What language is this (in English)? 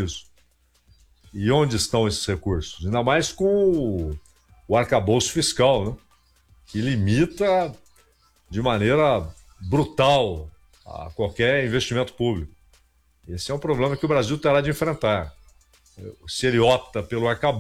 Portuguese